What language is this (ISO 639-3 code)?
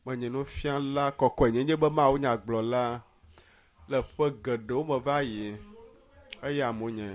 ewe